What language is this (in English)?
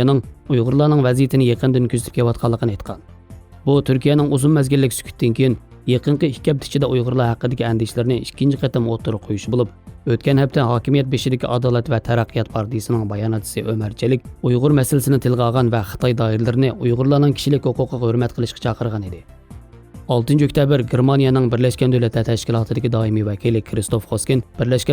Uyghur